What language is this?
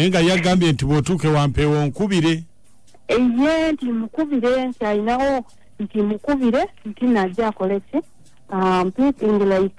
Ganda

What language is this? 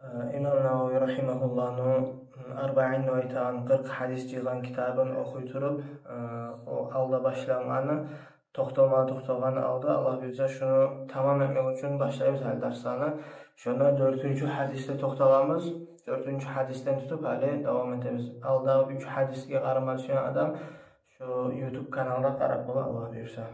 Kumyk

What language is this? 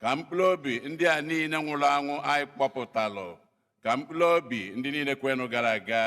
Igbo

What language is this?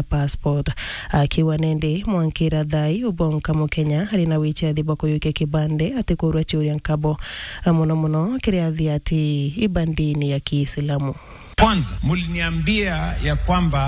Meru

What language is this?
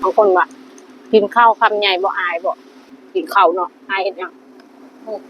Northeastern Thai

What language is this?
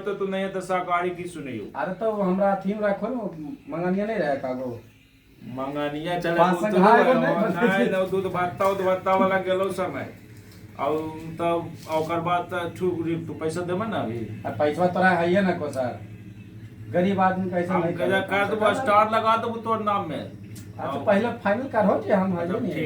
Magahi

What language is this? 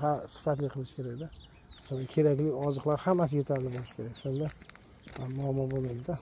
Uzbek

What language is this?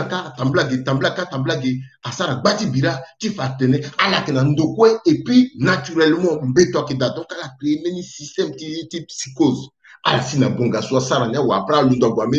Sango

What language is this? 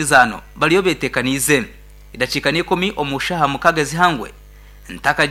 Nyankole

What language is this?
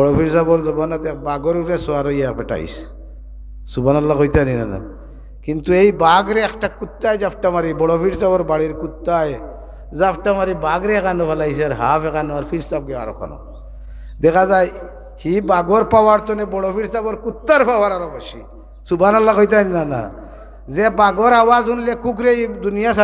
Sylheti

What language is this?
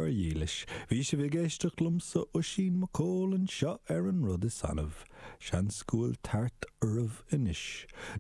Irish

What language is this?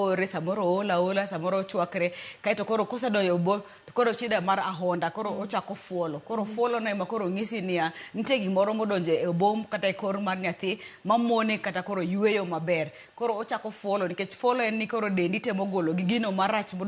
Luo (Kenya and Tanzania)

